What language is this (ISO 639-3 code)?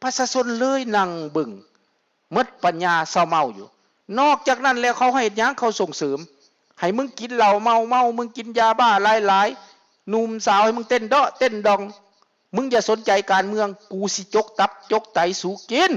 lao